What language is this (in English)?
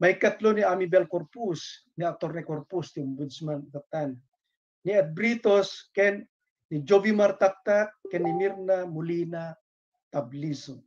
Iloko